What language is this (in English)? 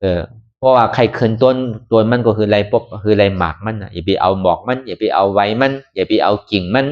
Shan